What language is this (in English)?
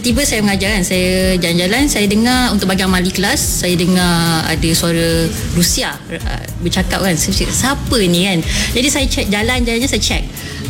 Malay